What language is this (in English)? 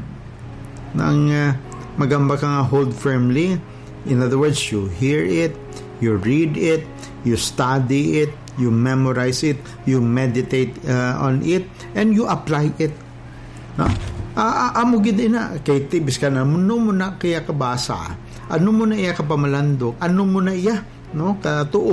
Hiligaynon